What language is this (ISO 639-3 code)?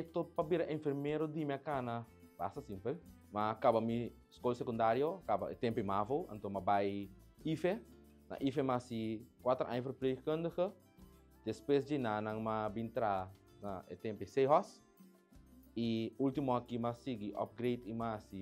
pap